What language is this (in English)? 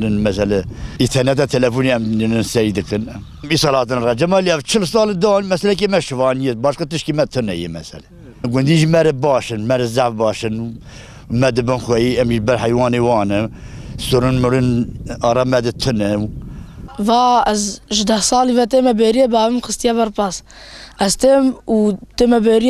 Kurdish